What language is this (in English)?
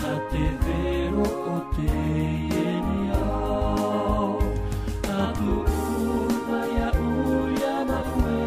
Tahitian